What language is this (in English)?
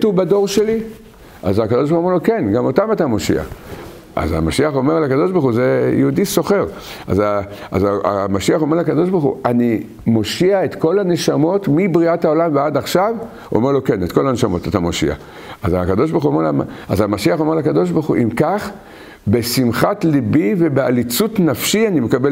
Hebrew